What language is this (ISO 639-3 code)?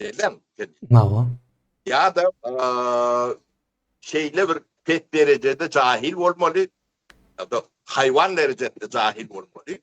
tuk